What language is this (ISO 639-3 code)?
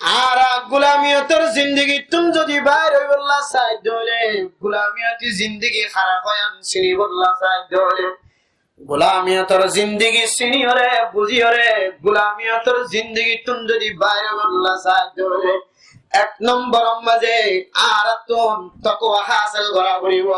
rhg